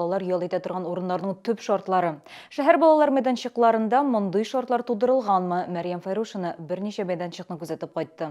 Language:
Tatar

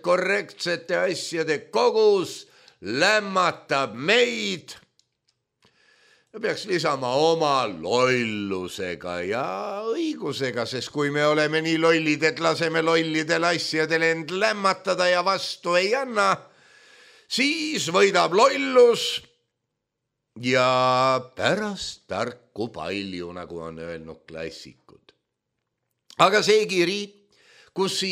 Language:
Estonian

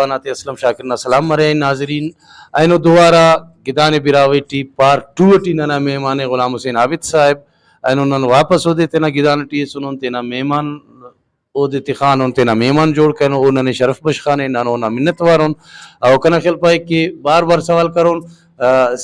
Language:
Brahui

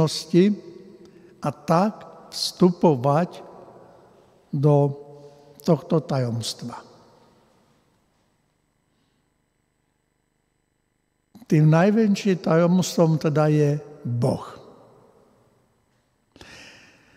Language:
Slovak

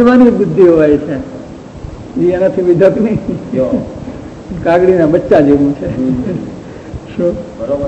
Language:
Gujarati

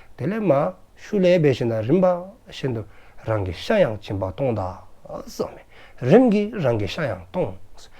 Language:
Dzongkha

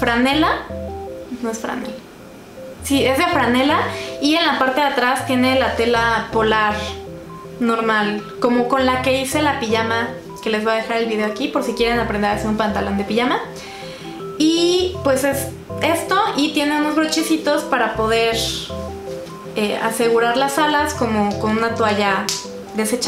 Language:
Spanish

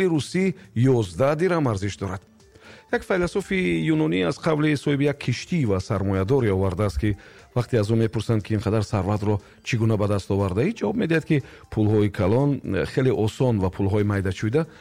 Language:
Tajik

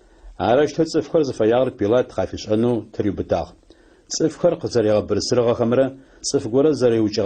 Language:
Adyghe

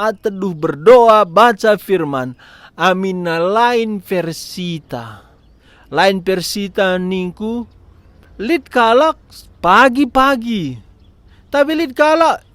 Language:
Batak Karo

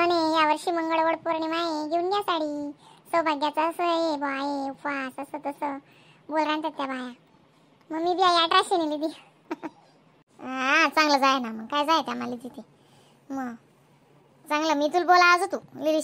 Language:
Khandesi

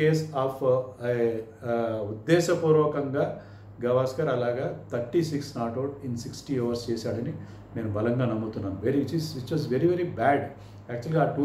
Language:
Telugu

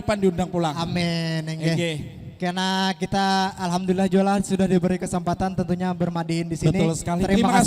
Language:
Banjar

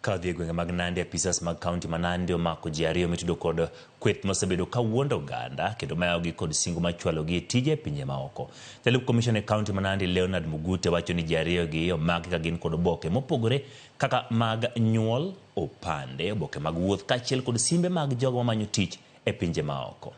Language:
Luo (Kenya and Tanzania)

